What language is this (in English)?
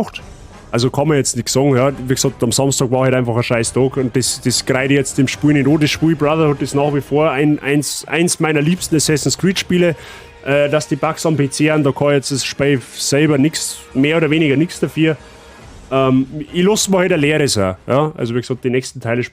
Bavarian